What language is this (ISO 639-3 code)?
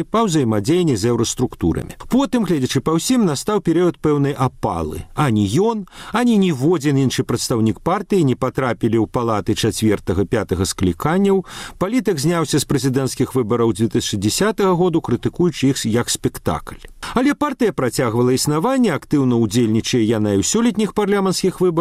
bel